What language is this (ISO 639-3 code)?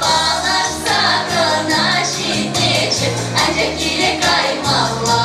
chv